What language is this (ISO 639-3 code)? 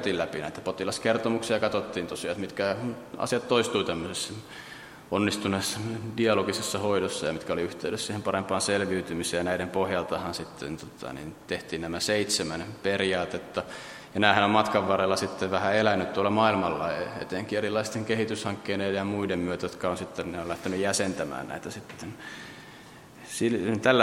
fin